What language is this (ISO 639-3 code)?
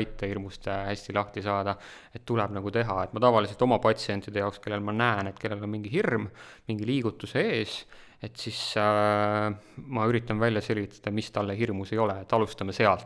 est